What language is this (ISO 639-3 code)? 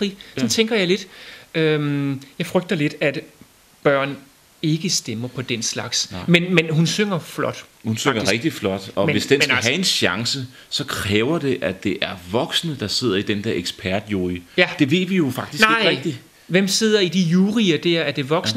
dan